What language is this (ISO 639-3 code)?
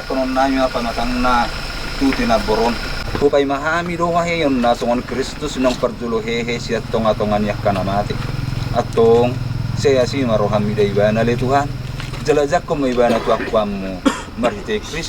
bbc